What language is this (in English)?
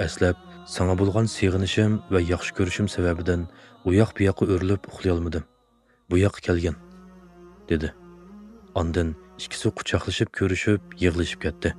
Uyghur